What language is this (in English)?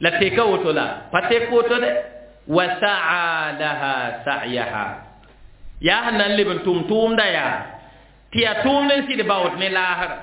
Mossi